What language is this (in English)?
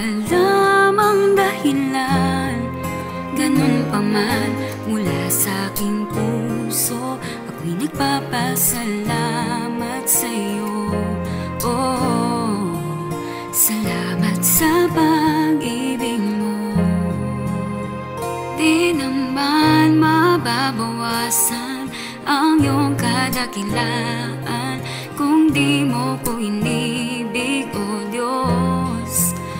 Filipino